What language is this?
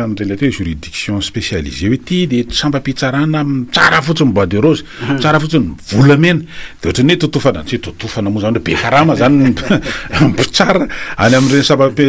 Malagasy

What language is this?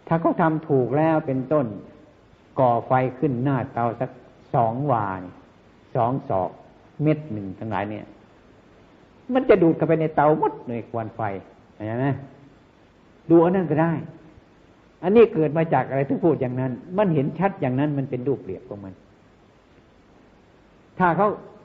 Thai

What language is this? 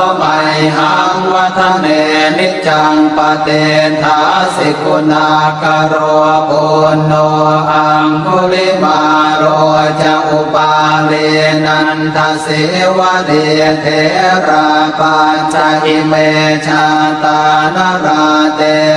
Pali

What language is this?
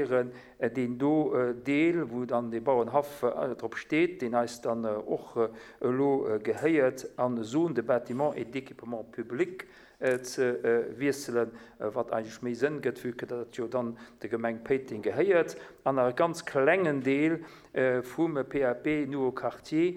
Luxembourgish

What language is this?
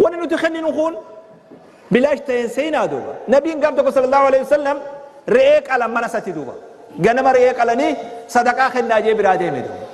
Oromo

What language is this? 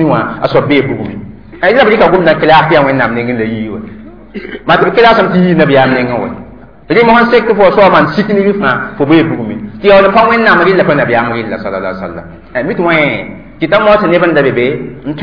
Mossi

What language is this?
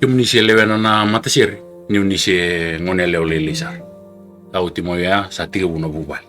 Fijian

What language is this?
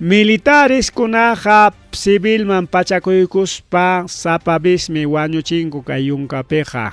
Ayacucho Quechua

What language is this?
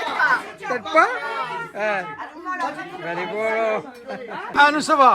Réunion Creole French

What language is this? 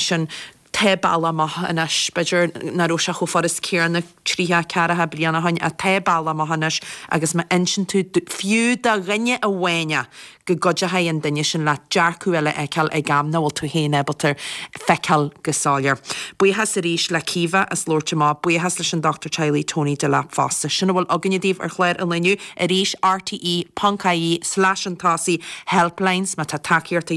Irish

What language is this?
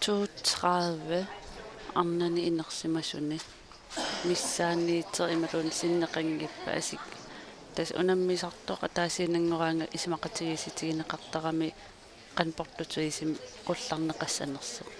Kalaallisut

